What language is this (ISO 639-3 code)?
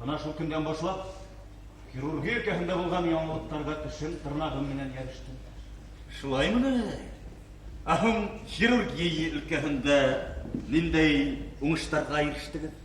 bak